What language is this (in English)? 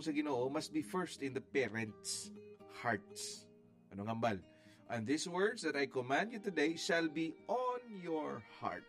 Hiligaynon